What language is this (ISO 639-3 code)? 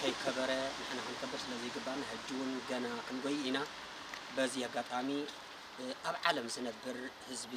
tir